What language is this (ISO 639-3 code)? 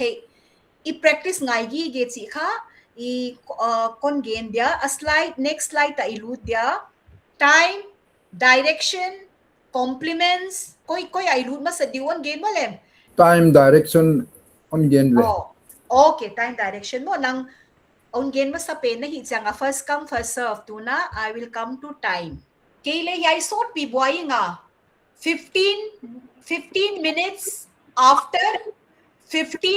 pck